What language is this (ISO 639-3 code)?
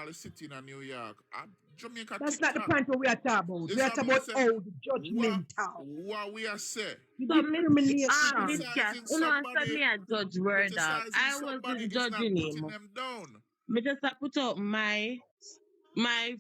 jam